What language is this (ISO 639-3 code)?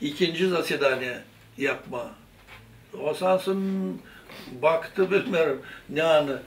gag